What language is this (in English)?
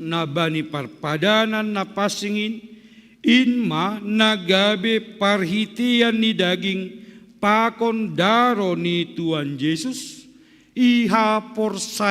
Batak Simalungun